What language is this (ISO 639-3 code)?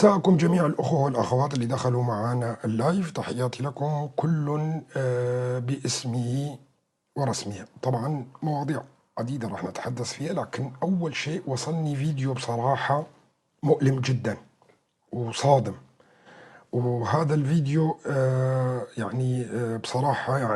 apc